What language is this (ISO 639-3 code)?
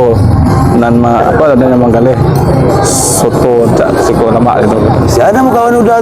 min